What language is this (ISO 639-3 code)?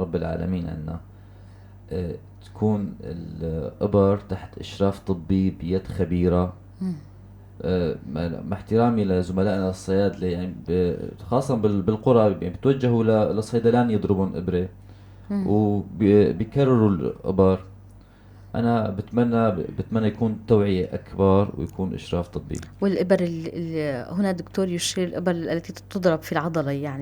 apc